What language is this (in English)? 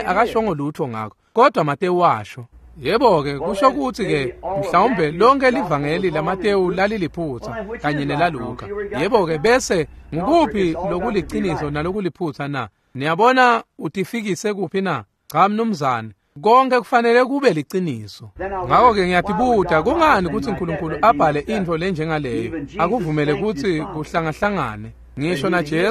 Swati